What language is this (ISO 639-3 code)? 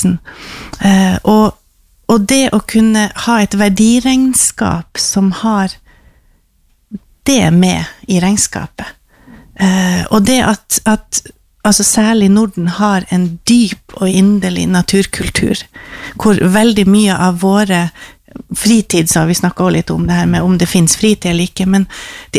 nor